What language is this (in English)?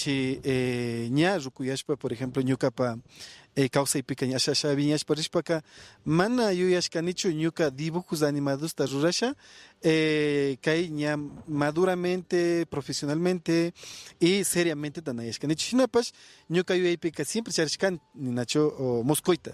Imbabura Highland Quichua